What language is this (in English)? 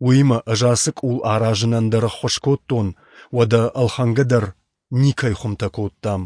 Ossetic